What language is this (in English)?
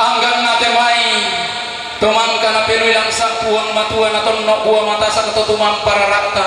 Toraja-Sa'dan